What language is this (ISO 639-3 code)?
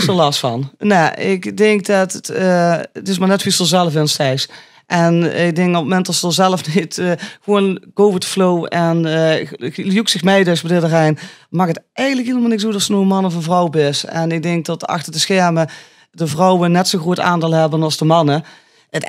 lim